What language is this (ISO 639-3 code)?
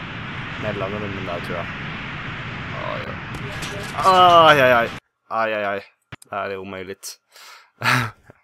swe